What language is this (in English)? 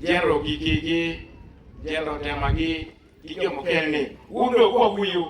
Acoli